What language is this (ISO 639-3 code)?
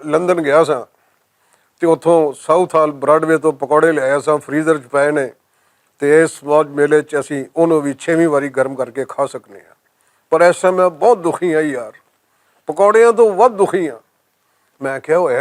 lah